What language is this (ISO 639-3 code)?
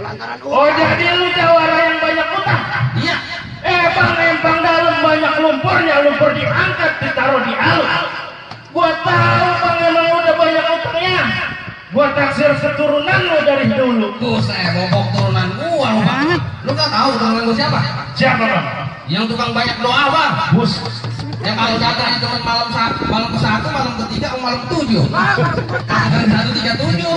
bew